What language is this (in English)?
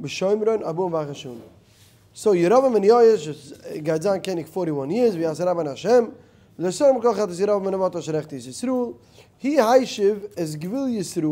Yiddish